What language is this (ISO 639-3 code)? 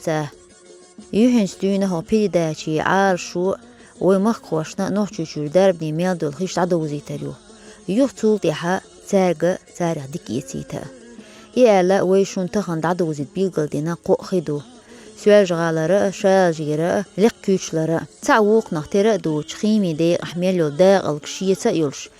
che